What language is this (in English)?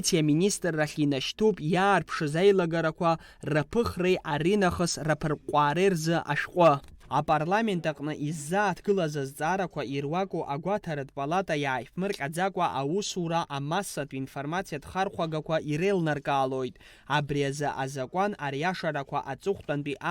Abkhazian